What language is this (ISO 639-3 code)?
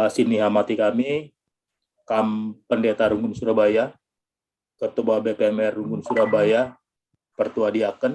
btx